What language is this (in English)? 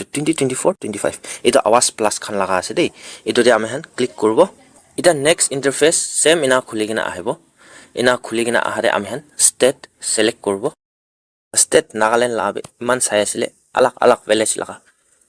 Naga Pidgin